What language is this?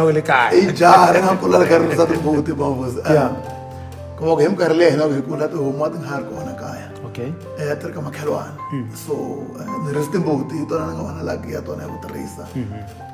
Tsonga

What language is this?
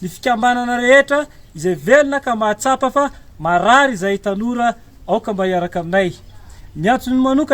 Malagasy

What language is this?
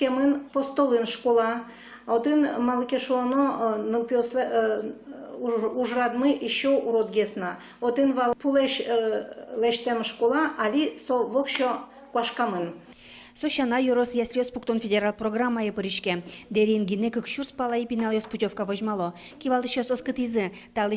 Udmurt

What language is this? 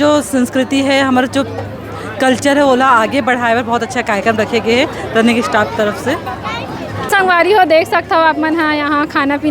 Chhattisgarhi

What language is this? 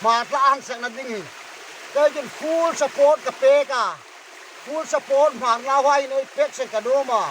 Hmar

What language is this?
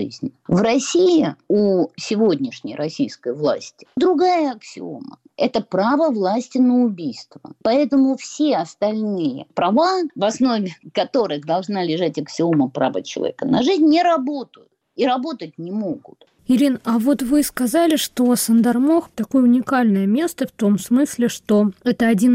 Russian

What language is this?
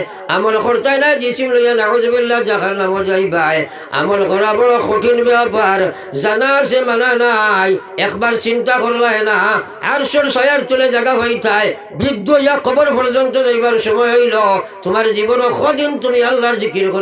Sylheti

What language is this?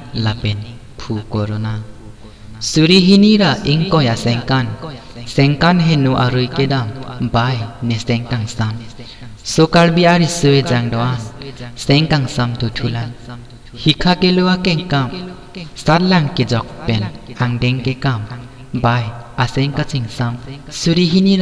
Karbi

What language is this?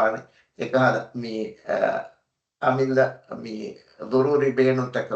Divehi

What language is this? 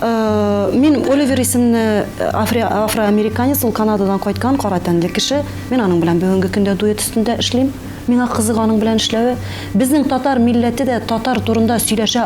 Tatar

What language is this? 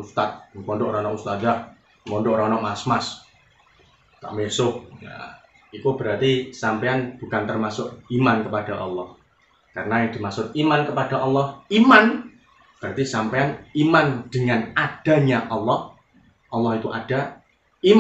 Javanese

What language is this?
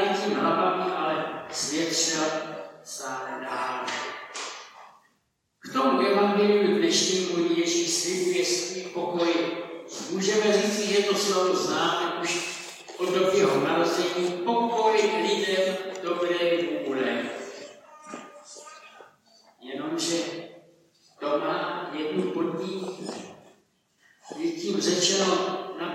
Czech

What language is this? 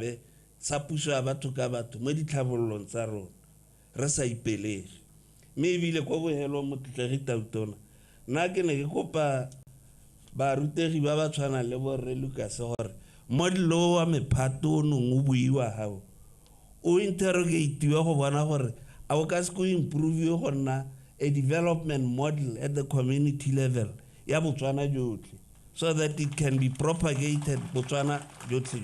Tswana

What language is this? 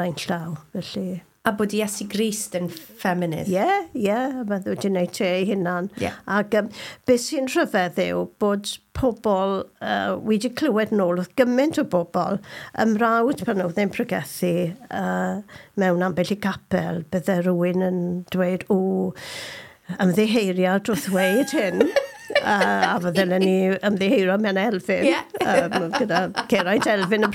Welsh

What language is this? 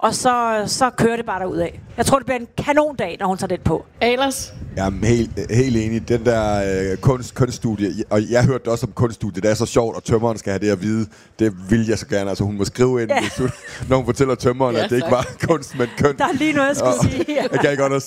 Danish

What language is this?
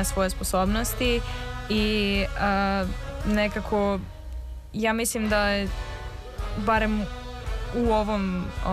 Serbian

